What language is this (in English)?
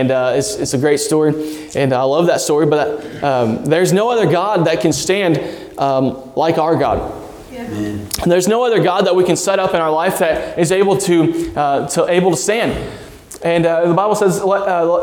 English